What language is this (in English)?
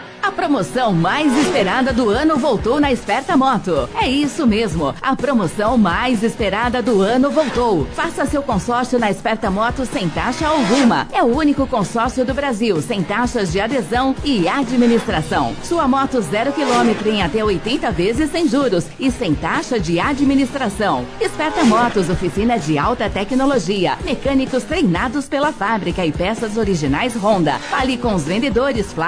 Portuguese